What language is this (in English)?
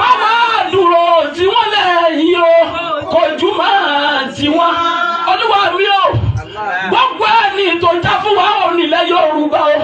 Yoruba